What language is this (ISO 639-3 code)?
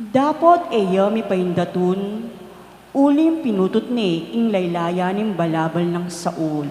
pam